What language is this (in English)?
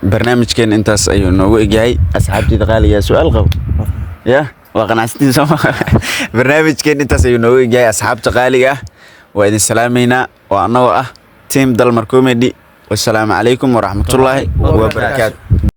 Somali